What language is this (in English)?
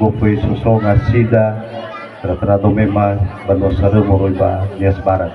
Nias